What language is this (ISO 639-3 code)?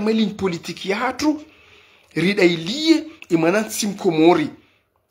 zdj